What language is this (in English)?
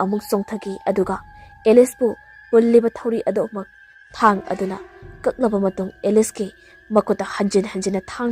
Manipuri